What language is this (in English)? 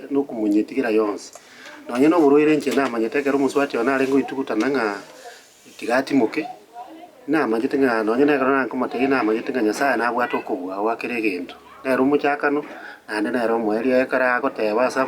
Gusii